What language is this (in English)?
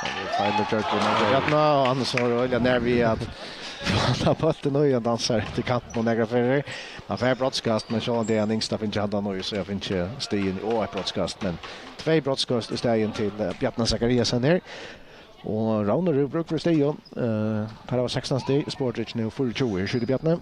Faroese